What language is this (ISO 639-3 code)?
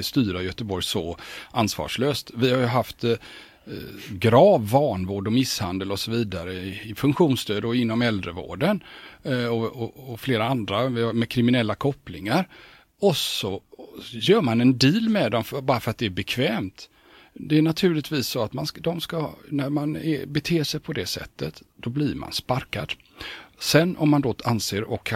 swe